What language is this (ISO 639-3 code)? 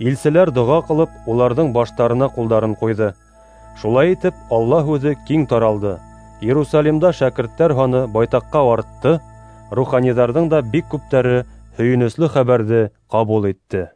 bak